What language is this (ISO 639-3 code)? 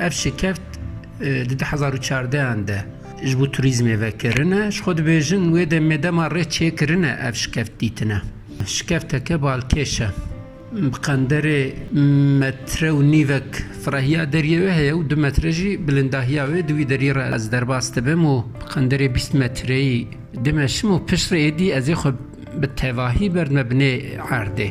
kur